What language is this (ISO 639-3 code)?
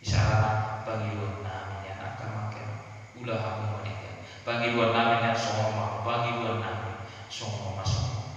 bbc